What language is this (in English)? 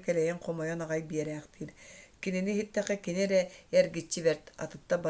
Yakut